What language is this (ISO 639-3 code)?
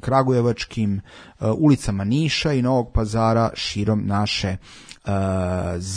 srp